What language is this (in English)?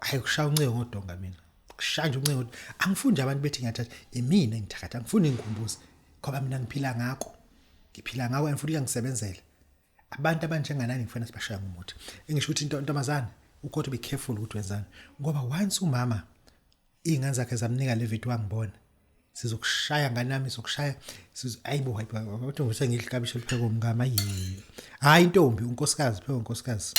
Zulu